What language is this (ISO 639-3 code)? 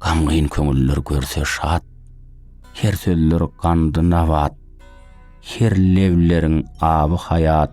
tuk